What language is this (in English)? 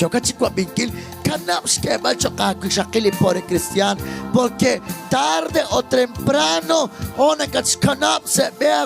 Kekchí